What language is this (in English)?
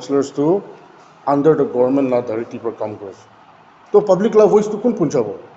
Naga Pidgin